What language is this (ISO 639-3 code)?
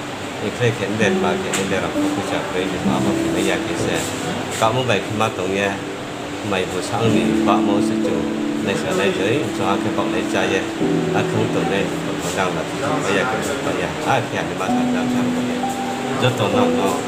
ria